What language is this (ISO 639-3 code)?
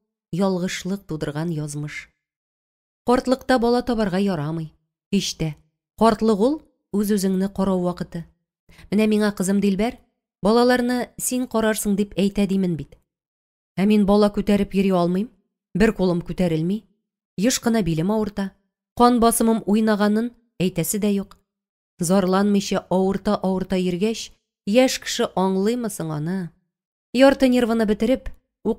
tat